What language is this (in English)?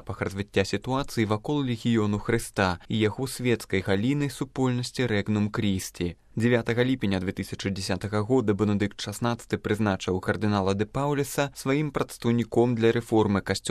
Belarusian